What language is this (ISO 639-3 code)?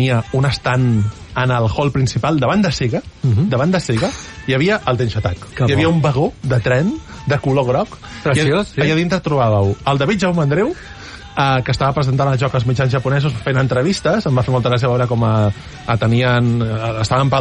cat